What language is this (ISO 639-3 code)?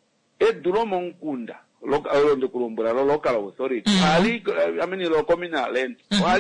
kua